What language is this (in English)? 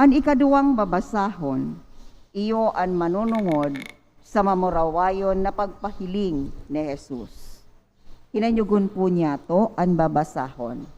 Bikol